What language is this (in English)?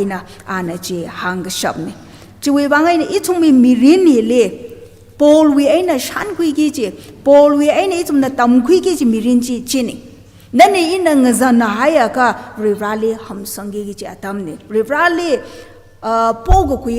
Tangkhul Naga (India)